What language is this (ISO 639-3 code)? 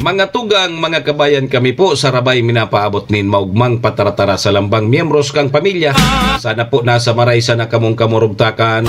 bik